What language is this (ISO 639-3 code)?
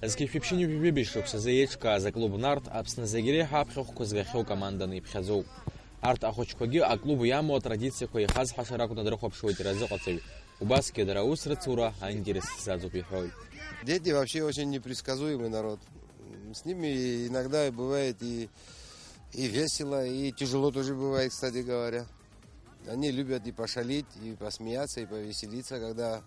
abk